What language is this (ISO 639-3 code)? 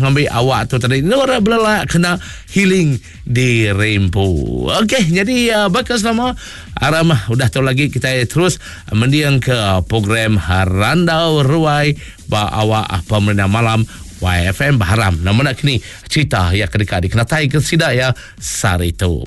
iba